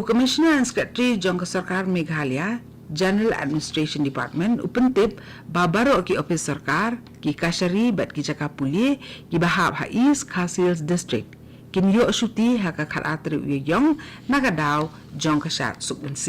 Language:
Khasi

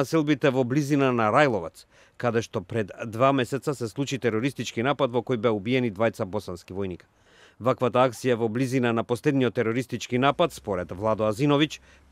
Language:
Macedonian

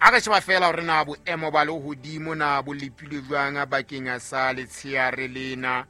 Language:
Southern Sotho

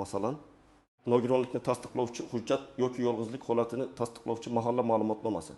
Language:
Uzbek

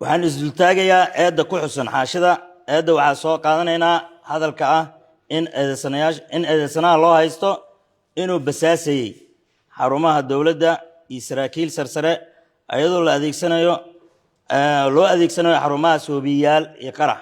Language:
Somali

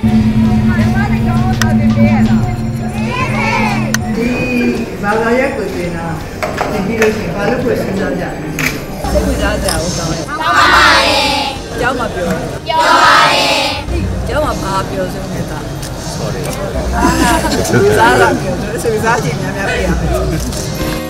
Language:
Burmese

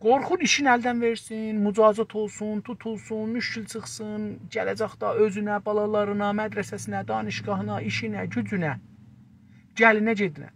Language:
South Azerbaijani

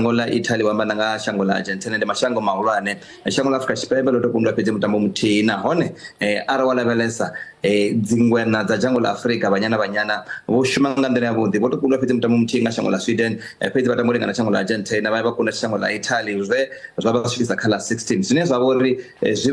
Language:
Venda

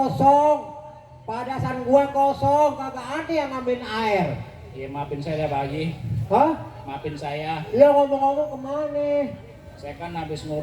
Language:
Betawi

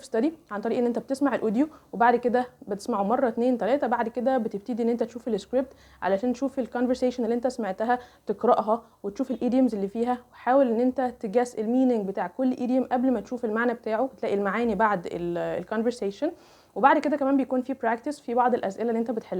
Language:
Egyptian Arabic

